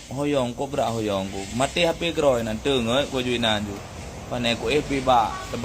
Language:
Achinese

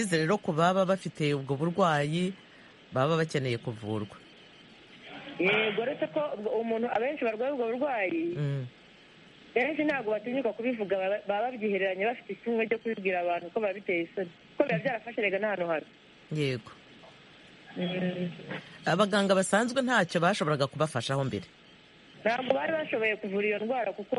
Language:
Kinyarwanda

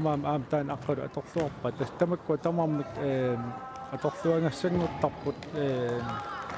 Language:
Kalaallisut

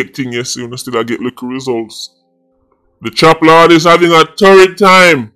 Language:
Jamaican Creole English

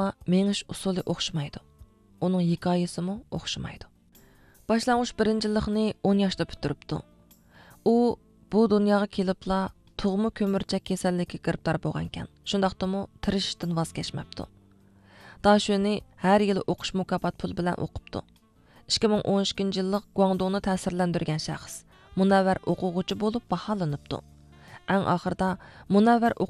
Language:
Uyghur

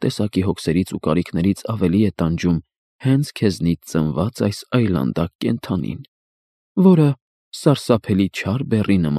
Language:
Armenian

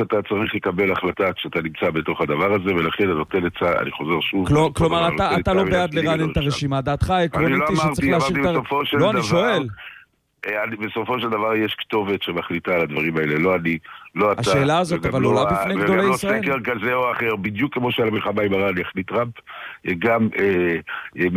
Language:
Hebrew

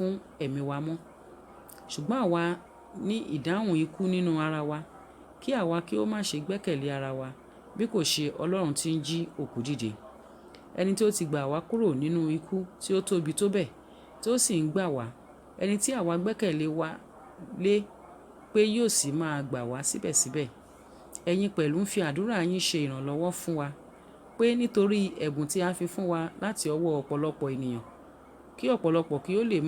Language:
Yoruba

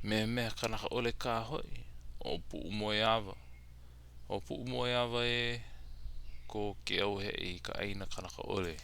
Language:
Hawaiian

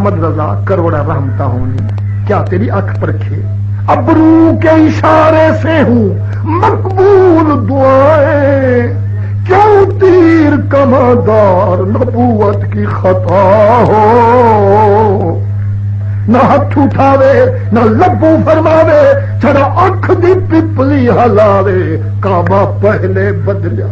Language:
Saraiki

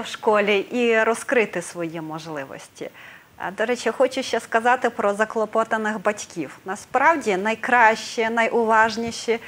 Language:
Ukrainian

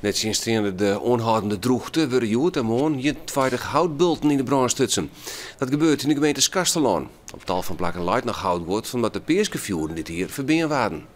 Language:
Western Frisian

